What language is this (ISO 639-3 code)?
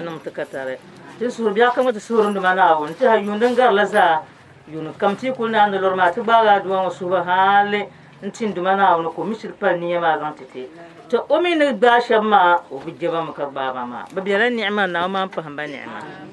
dag